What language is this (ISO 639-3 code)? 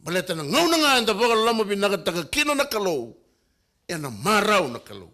fij